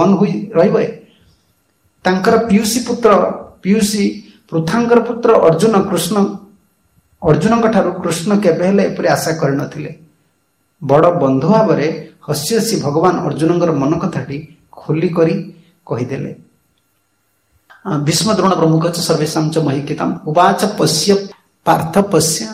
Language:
Odia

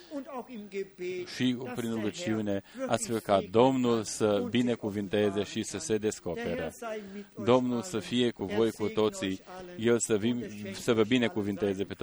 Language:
Romanian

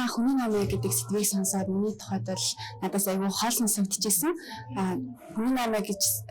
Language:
Mongolian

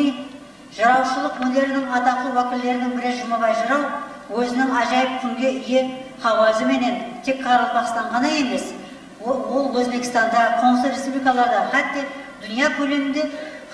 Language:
Kara-Kalpak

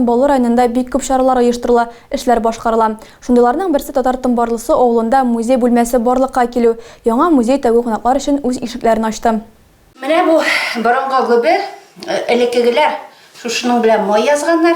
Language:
Tatar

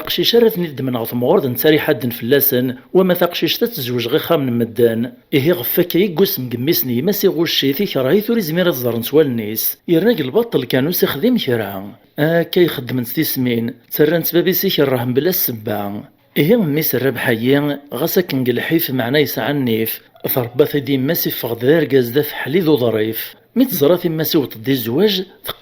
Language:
Kabyle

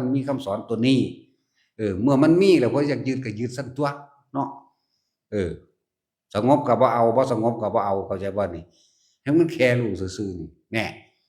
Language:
Northeastern Thai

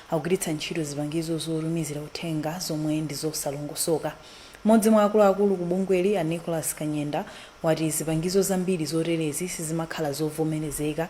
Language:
Nyanja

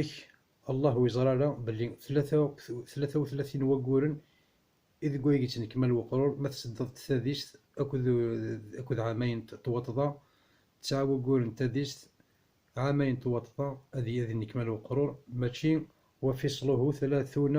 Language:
Kabyle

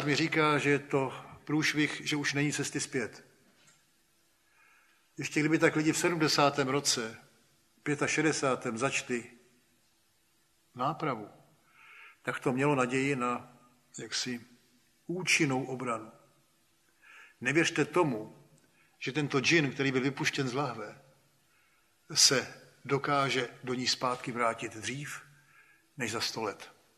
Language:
Czech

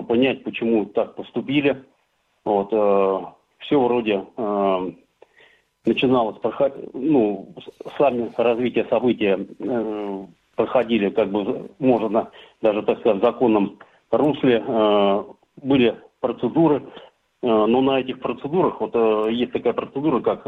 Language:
Russian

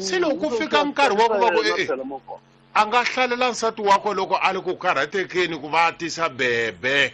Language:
Tsonga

